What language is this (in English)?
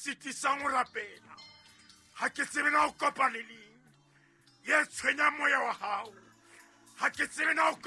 Southern Sotho